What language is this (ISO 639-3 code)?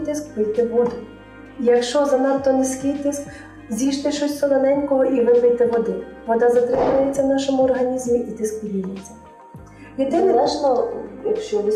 ukr